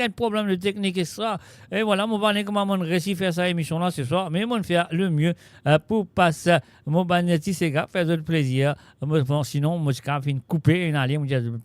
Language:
Morisyen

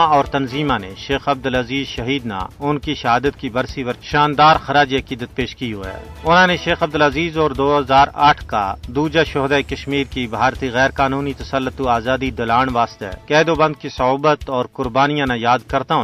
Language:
Gujari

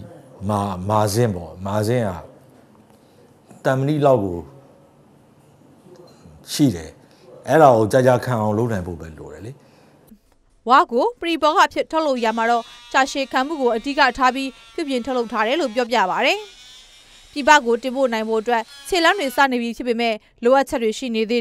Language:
Burmese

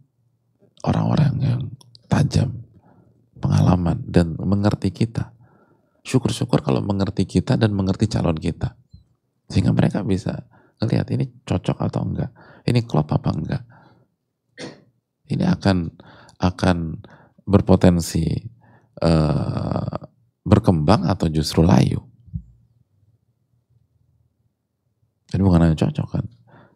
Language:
Indonesian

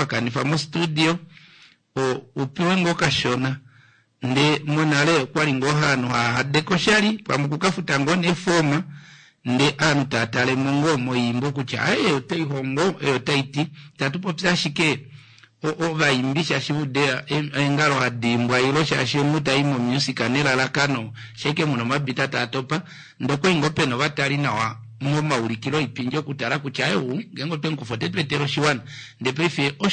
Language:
Kuanyama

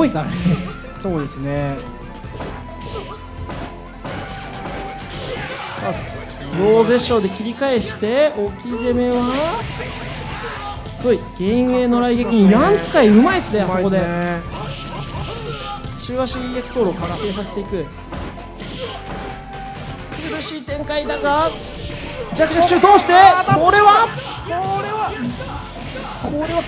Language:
Japanese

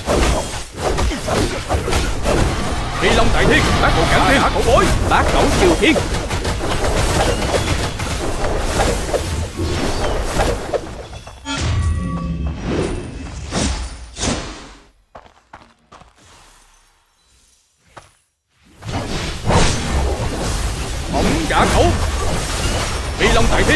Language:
Vietnamese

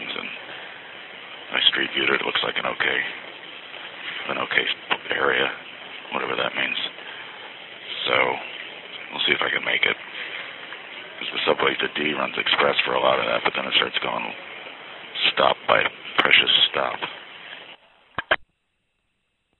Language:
English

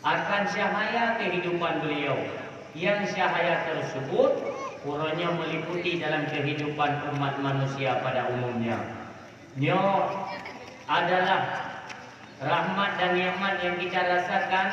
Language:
Achinese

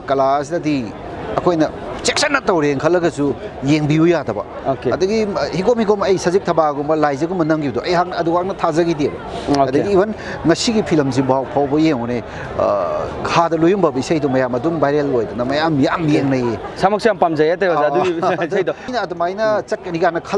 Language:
Manipuri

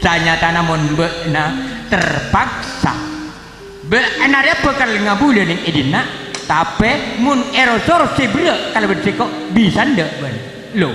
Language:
Madurese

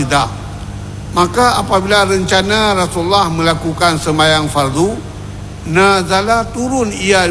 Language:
Malay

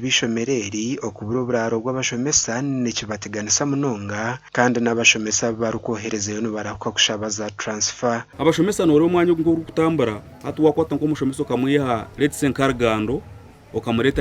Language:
Nyankole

